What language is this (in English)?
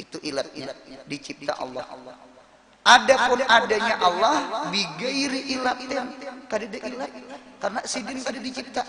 Banjar